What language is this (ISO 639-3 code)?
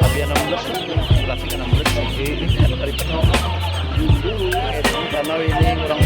bjn